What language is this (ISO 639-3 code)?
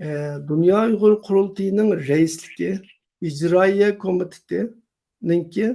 uig